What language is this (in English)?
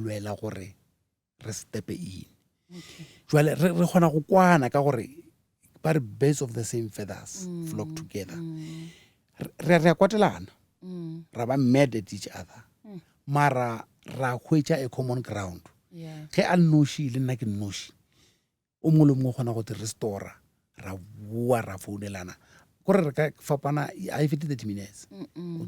Northern Sotho